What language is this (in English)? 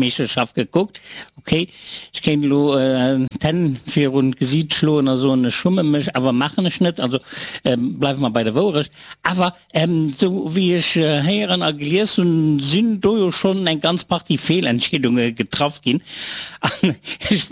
Luxembourgish